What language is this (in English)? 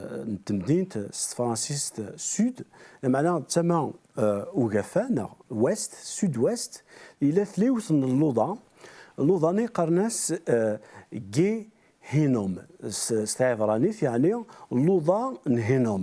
Kabyle